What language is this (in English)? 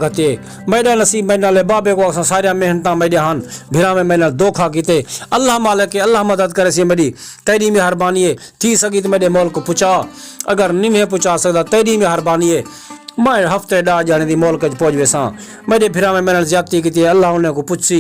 Saraiki